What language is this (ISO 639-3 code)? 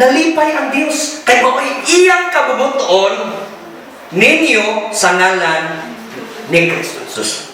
ceb